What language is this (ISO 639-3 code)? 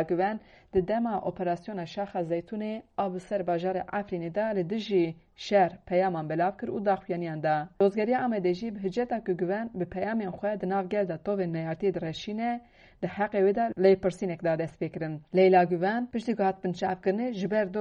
kur